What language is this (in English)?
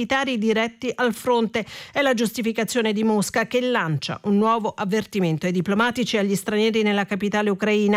Italian